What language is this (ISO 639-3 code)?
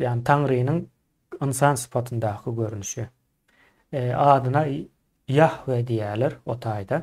tuk